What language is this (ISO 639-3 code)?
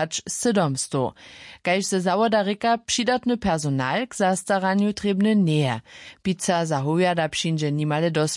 hsb